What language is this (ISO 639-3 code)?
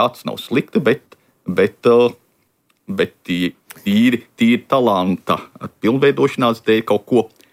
lav